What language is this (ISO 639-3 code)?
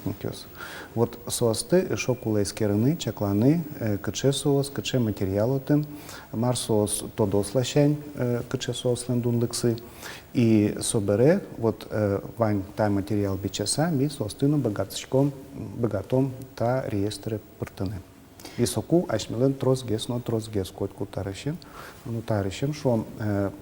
udm